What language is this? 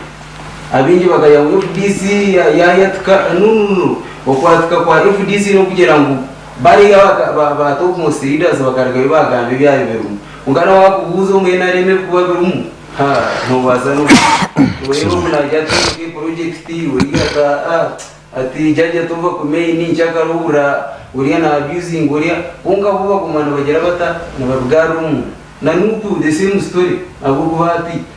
Nyankole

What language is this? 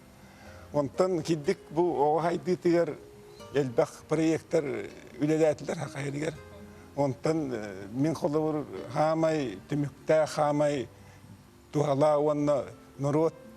Yakut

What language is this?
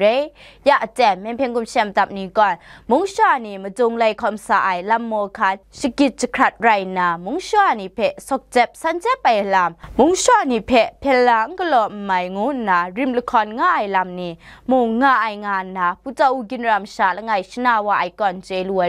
Kachin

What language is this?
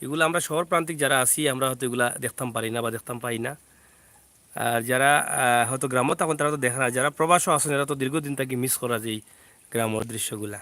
Sylheti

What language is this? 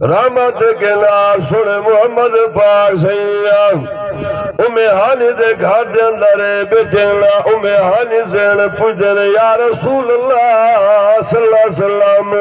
Saraiki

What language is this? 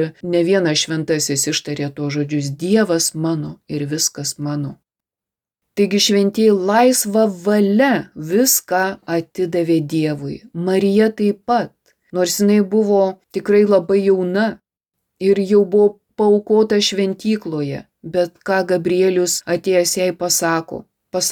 Lithuanian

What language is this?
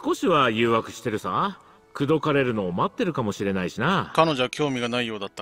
Japanese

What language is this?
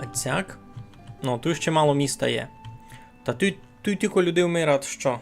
Rusyn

